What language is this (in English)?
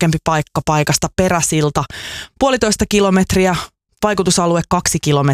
Finnish